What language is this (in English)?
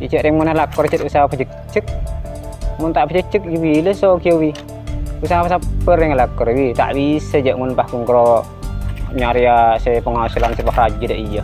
Madurese